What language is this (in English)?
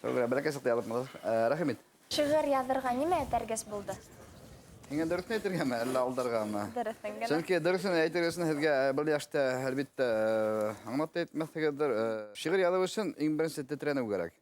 Bashkir